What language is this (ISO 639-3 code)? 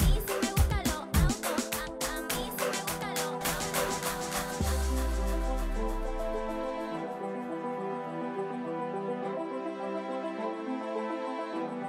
spa